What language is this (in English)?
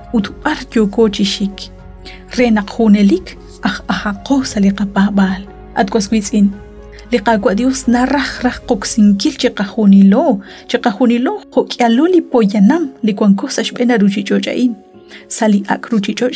Kekchí